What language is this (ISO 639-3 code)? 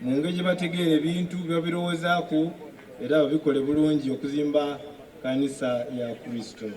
xog